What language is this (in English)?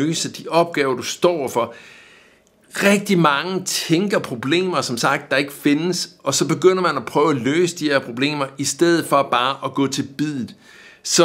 Danish